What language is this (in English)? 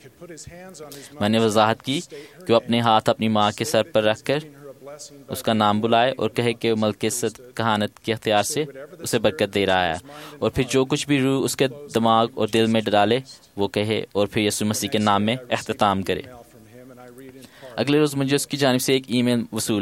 Urdu